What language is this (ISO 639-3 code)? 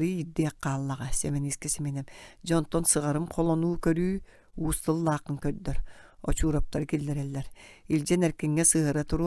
sah